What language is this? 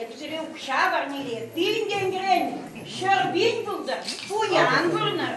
Chuvash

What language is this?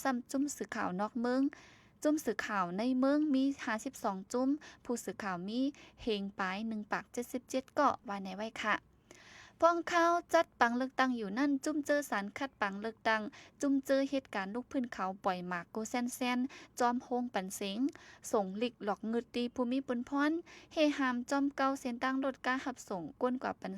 Shan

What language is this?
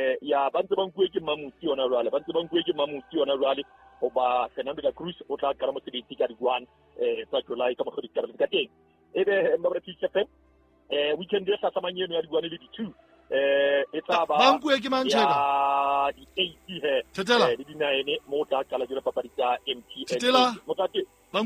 Southern Sotho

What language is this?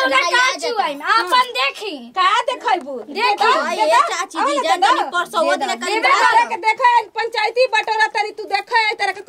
Bhojpuri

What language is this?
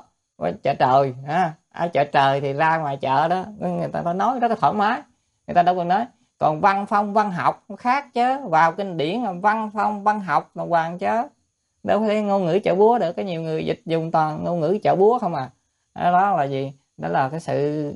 Vietnamese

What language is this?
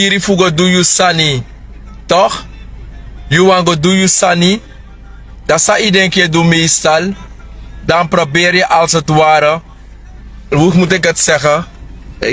Sranan Tongo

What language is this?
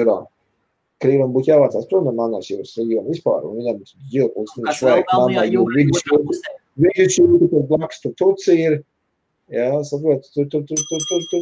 Latvian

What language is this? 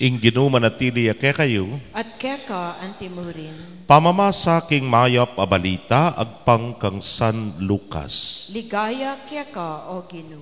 Pampanga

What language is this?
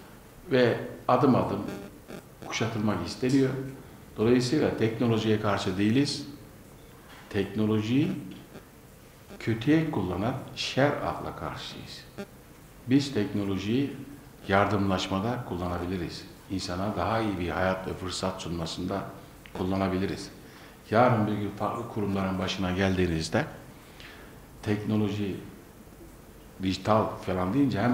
Turkish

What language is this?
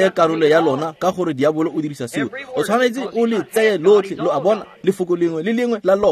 Tswana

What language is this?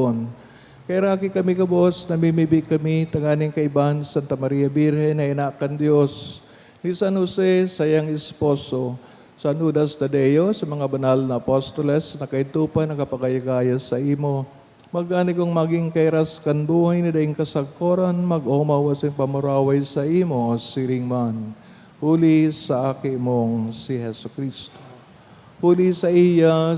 Bikol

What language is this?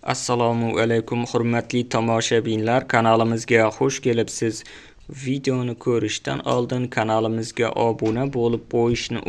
Uzbek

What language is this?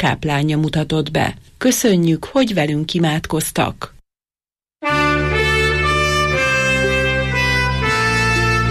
Hungarian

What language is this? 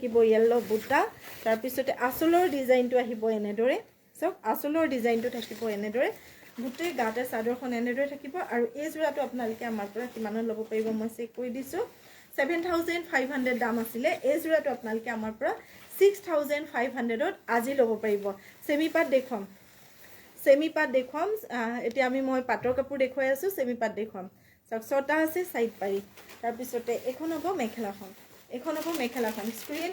Assamese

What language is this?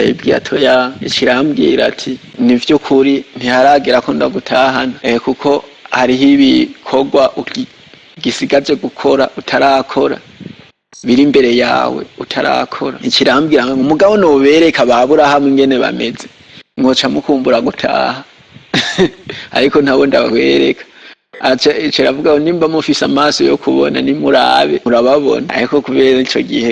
Rundi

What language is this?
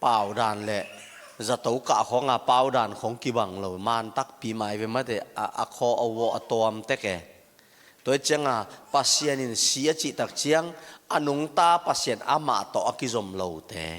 Tedim Chin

